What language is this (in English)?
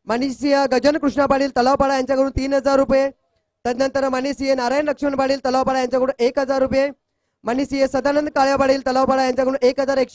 Marathi